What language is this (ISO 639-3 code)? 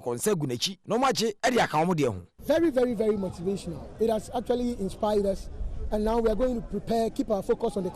aka